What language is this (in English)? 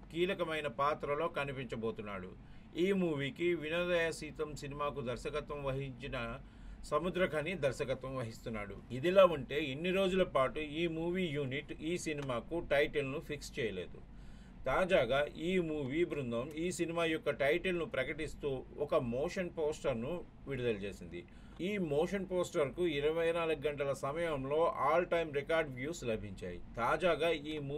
Telugu